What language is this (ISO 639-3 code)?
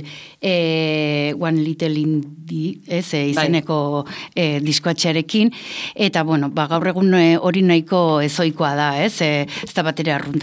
eus